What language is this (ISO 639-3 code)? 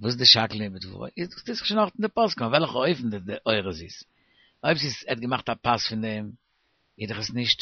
yid